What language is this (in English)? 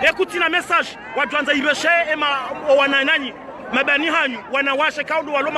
Ngazidja Comorian